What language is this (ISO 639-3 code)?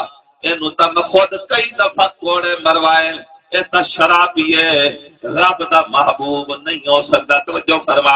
skr